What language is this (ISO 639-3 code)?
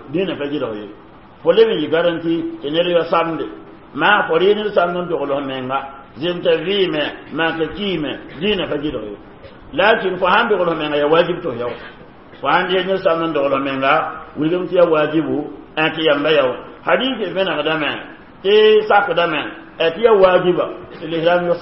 mos